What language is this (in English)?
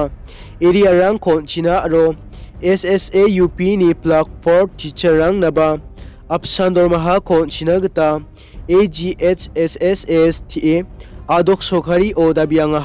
Garo